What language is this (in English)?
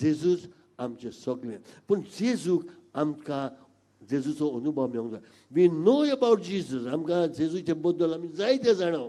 Konkani